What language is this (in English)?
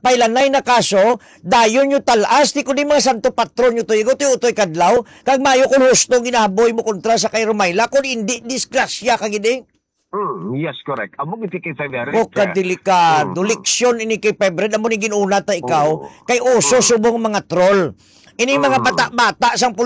Hiligaynon